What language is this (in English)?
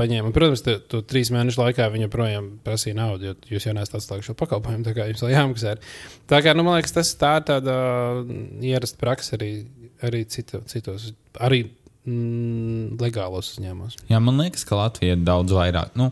Latvian